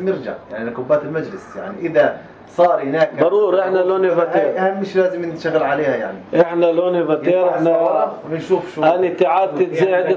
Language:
North Levantine Arabic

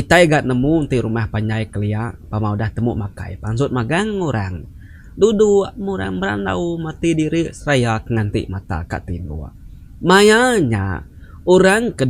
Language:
Iban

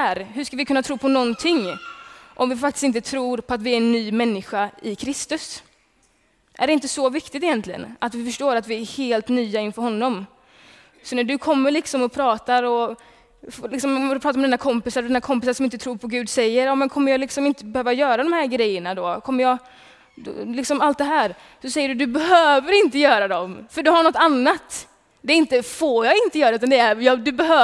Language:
Swedish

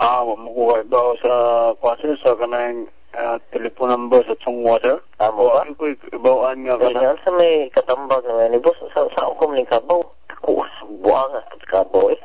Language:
Cebuano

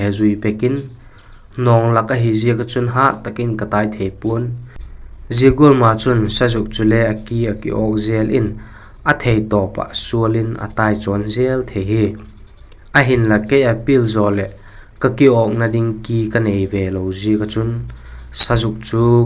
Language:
Vaiphei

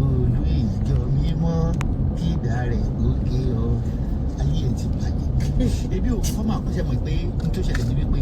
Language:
Yoruba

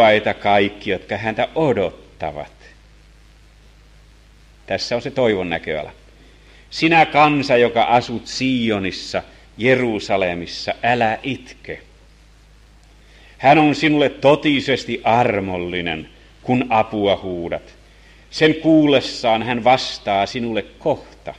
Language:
Finnish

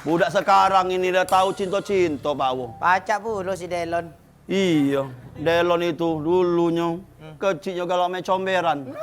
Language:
Musi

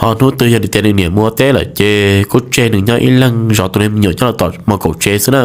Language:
Hmong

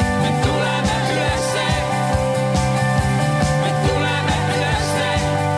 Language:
Estonian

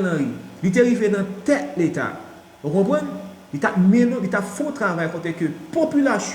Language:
Haitian Creole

